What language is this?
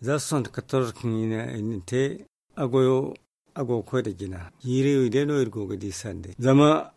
Zarma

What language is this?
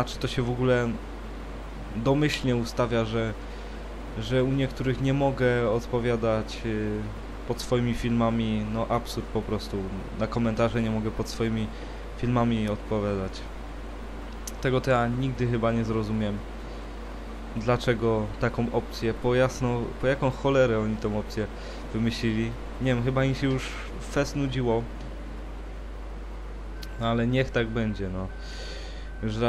Polish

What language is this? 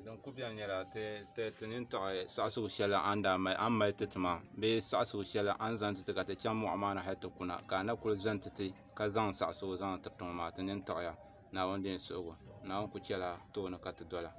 Dagbani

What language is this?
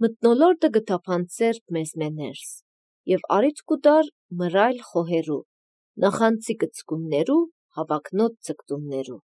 Armenian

